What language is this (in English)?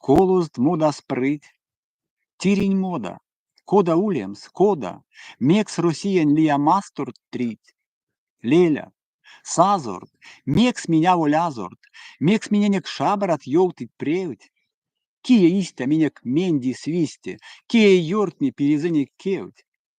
Erzya